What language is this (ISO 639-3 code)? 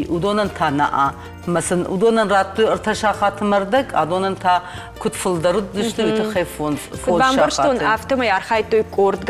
oss